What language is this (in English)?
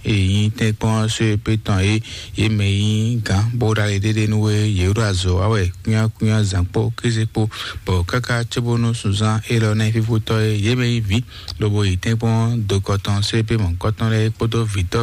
Fon